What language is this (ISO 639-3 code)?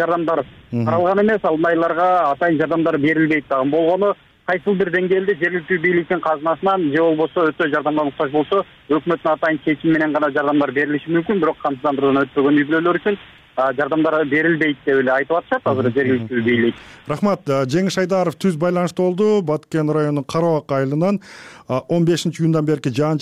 kir